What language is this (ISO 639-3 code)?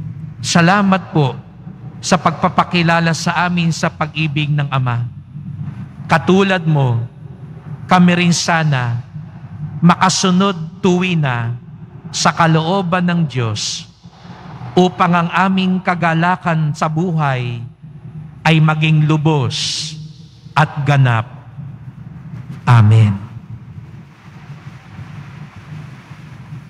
fil